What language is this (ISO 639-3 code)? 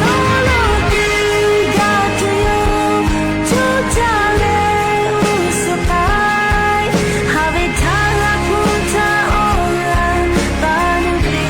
lhu